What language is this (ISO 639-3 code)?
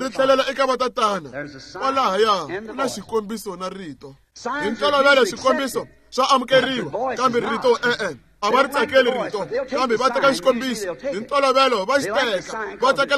tso